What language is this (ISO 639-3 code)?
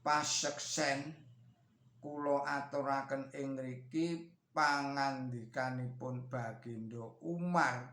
jav